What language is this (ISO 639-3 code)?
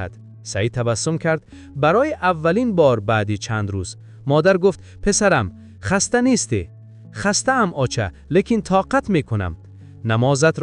tgk